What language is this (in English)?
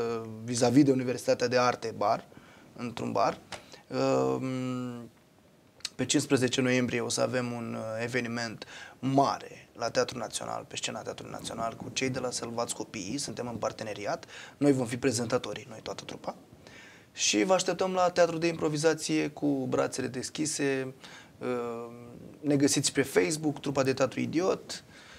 Romanian